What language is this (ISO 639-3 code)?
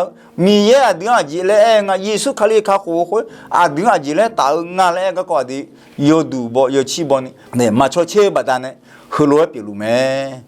ahk